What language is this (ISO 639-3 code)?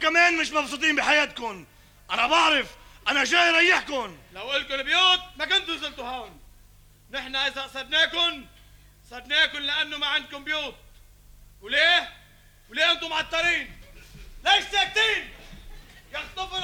apc